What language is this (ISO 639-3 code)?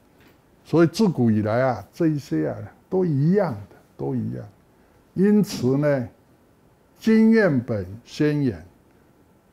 zho